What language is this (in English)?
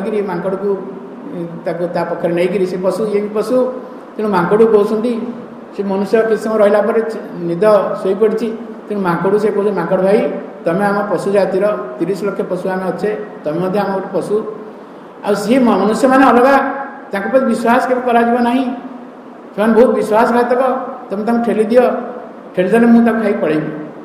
Odia